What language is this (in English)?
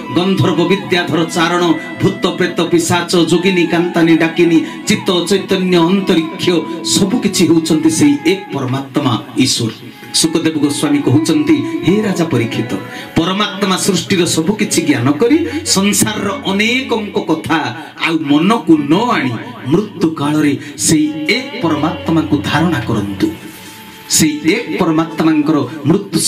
Odia